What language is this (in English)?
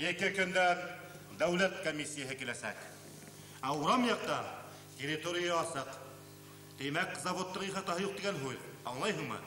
Bashkir